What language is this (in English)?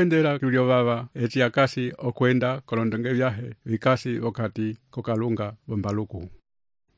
Umbundu